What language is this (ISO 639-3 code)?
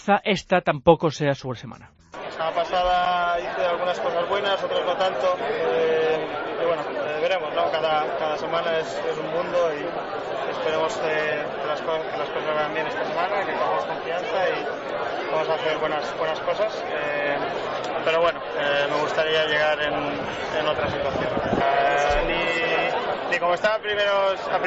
spa